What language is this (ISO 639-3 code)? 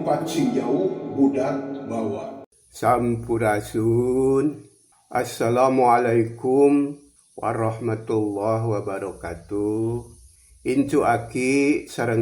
sun